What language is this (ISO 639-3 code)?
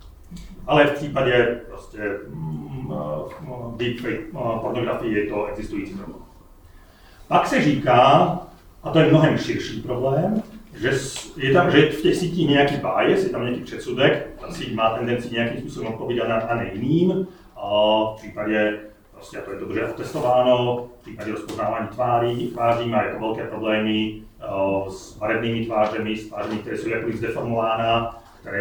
ces